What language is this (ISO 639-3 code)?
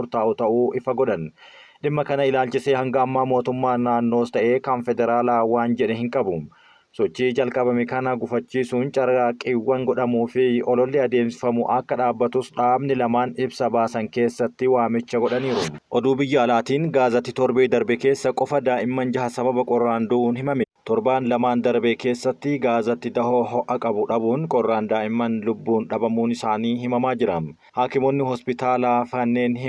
orm